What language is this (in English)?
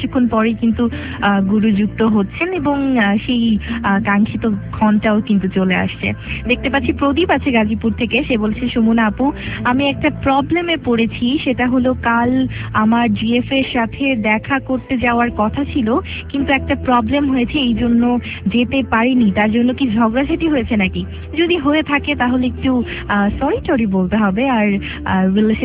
Bangla